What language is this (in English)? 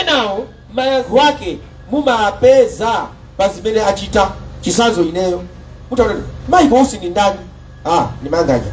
Nyanja